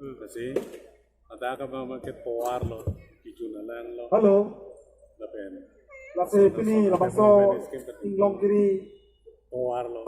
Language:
Karbi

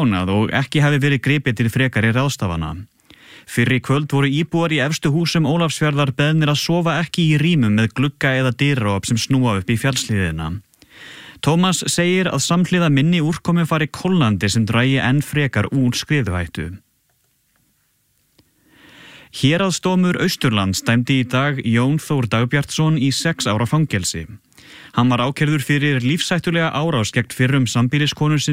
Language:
Icelandic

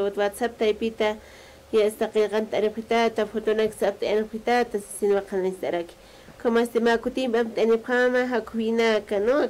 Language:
Aymara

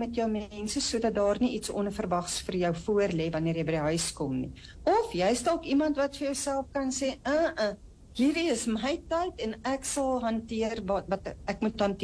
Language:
Afrikaans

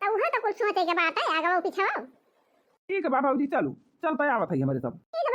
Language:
Awadhi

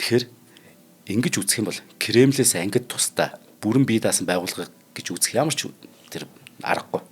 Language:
Mongolian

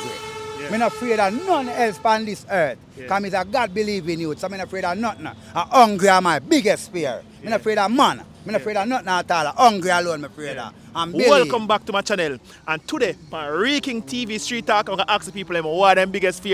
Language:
Jamaican Creole English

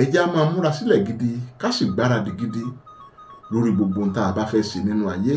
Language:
Yoruba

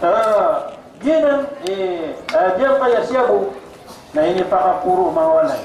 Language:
Maranao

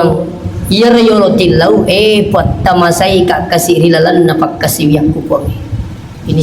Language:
Buginese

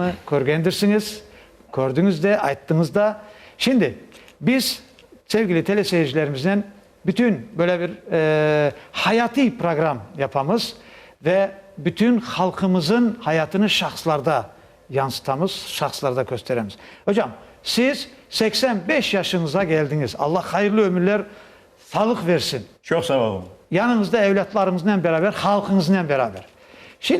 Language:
Crimean Tatar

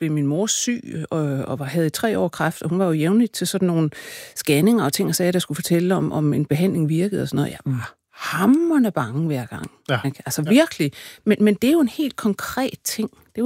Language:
Danish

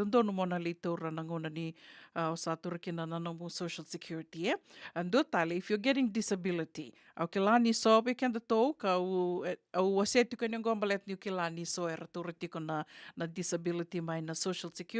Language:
Fijian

